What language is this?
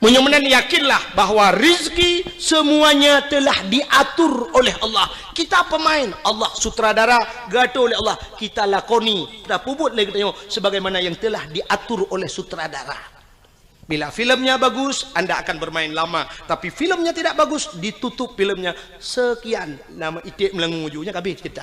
Achinese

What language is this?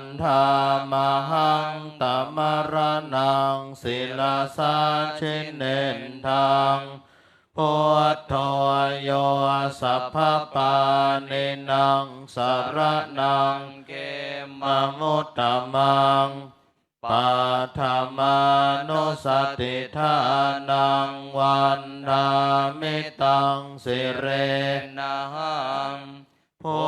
Pali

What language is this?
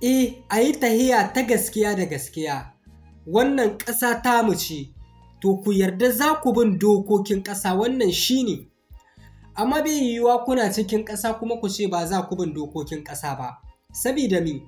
Hausa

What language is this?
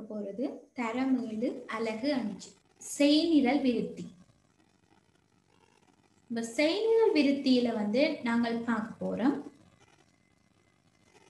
Tamil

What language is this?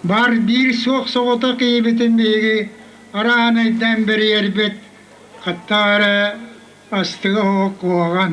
Yakut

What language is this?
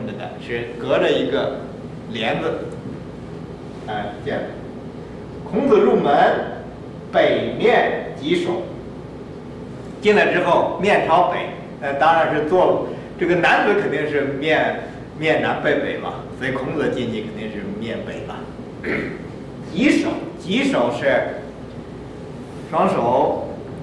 Chinese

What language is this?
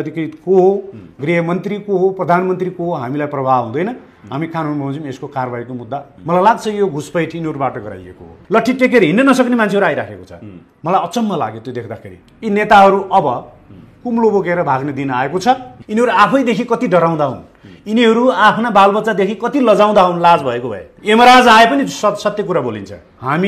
Nepali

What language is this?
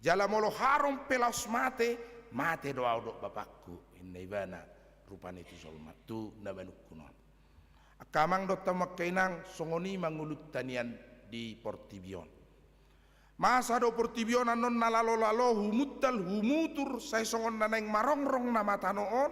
Batak Toba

